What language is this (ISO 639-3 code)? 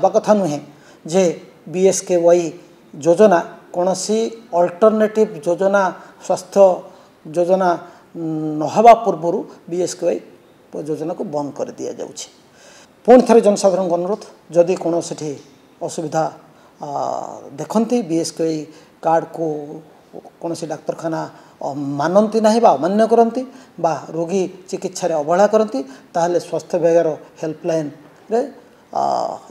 ori